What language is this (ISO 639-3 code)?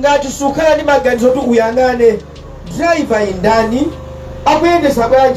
nya